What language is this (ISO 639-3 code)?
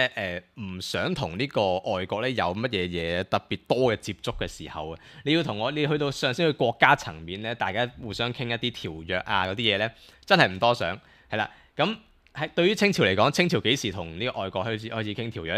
yue